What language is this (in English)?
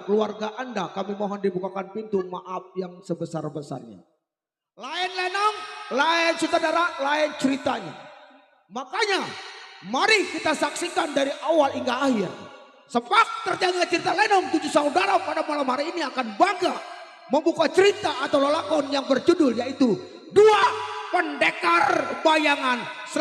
Betawi